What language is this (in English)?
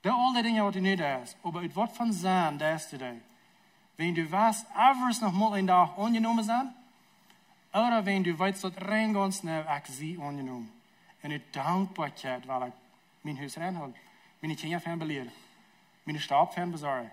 Plautdietsch